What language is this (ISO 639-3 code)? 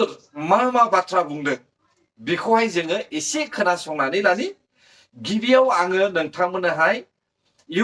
brx